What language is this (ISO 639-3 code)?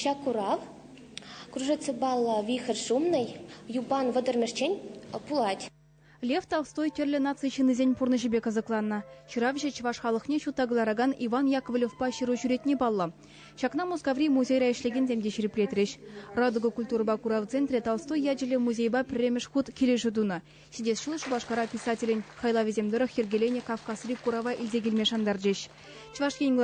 chv